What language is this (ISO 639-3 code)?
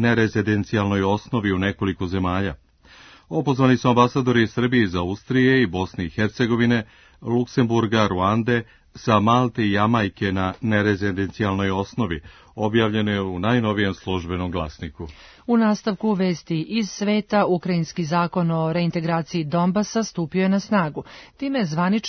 srp